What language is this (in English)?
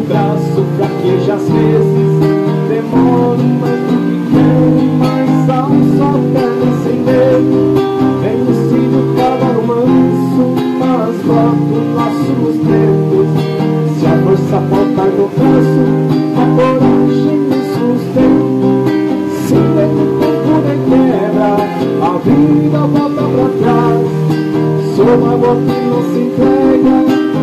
Portuguese